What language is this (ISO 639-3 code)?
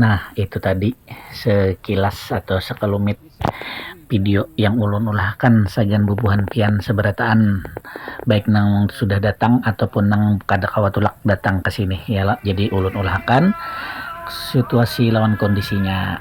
bjn